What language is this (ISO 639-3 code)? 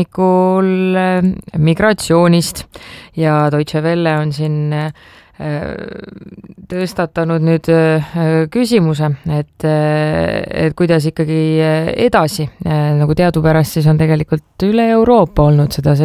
est